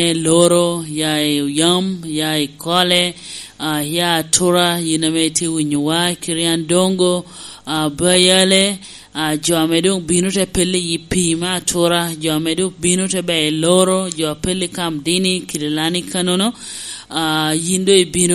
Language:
Lango (Uganda)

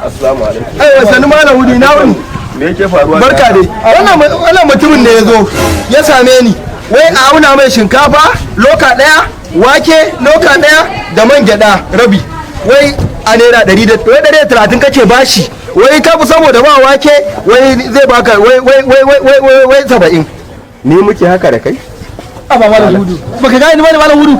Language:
Hausa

